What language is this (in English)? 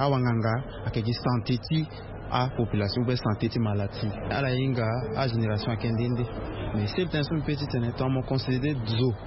Sango